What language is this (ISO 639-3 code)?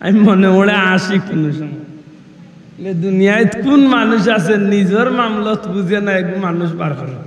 syl